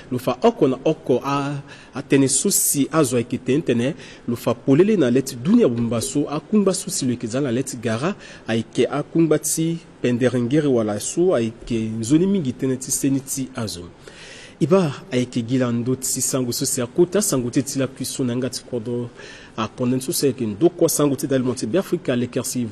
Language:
Sango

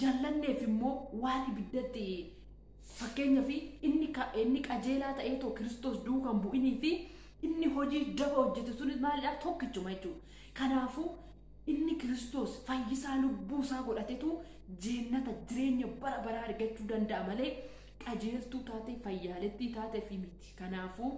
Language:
Oromo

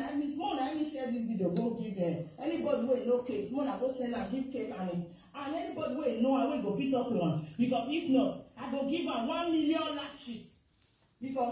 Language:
Nigerian Pidgin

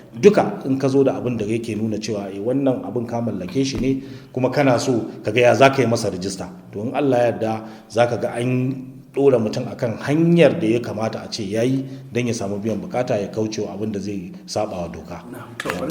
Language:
Hausa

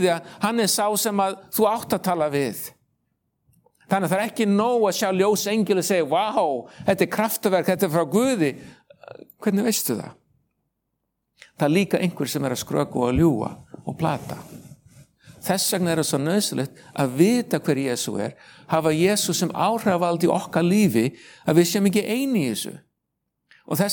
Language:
Icelandic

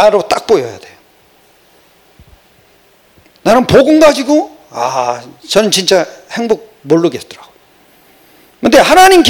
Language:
Korean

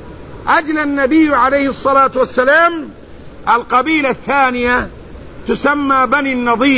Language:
Arabic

